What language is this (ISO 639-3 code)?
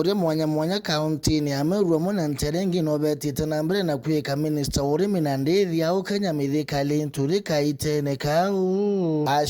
mer